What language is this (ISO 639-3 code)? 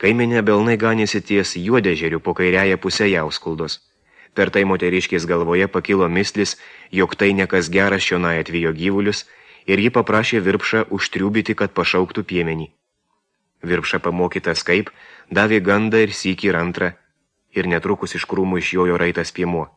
lit